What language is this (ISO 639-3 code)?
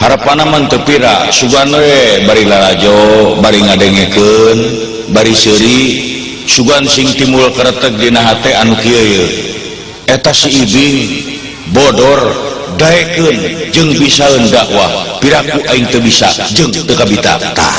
sun